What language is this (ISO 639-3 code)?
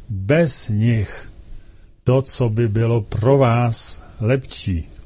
ces